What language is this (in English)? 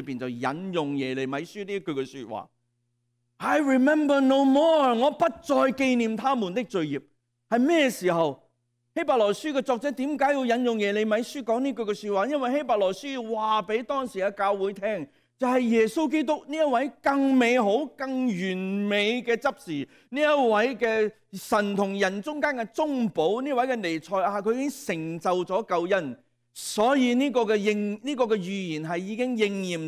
Cantonese